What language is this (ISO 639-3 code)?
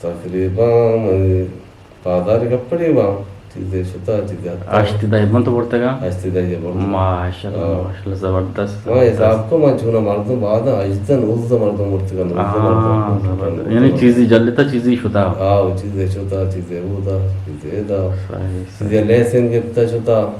bgp